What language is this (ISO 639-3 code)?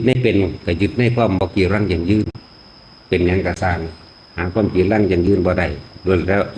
tts